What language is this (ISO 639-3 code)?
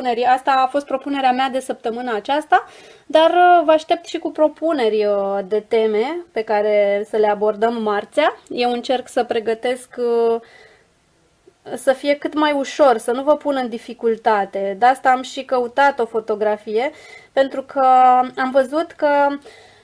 ron